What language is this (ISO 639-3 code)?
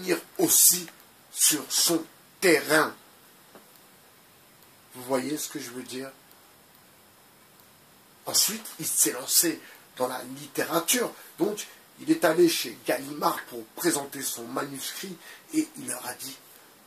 fra